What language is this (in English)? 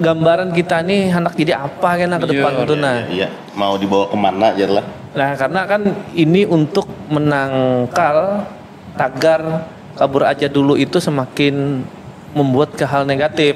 Banjar